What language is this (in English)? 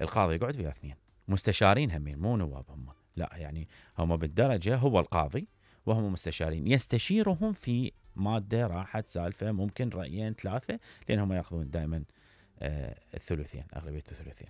Mesopotamian Arabic